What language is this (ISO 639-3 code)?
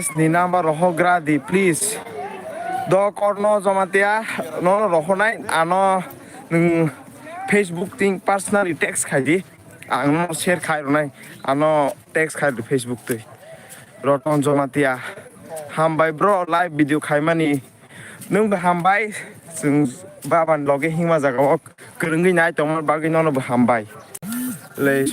trp